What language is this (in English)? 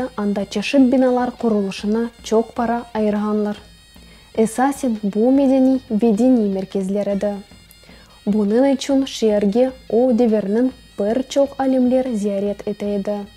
Crimean Tatar